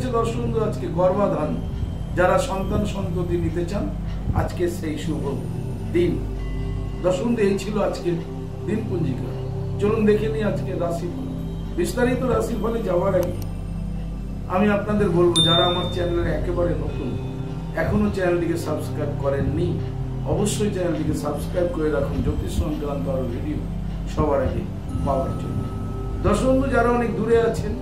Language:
Bangla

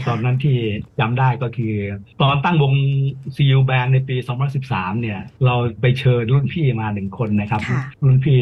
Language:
Thai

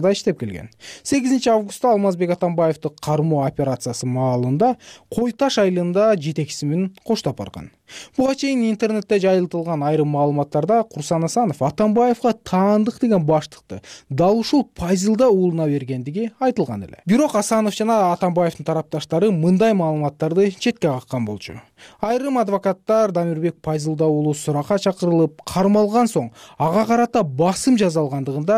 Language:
Kyrgyz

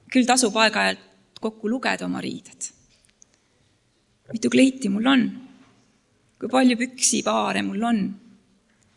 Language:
Estonian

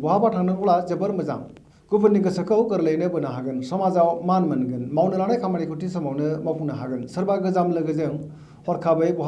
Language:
Bodo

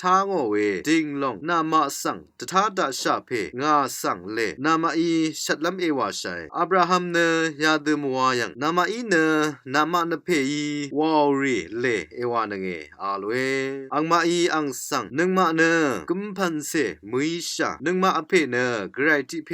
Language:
Rawang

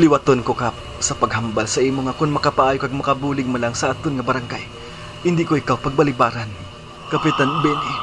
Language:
Hiligaynon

